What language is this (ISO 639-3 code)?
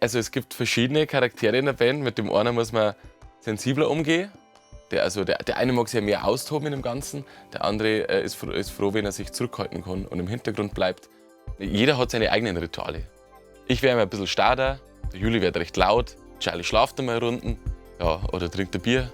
bar